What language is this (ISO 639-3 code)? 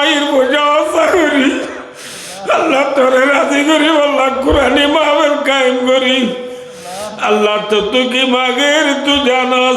rhg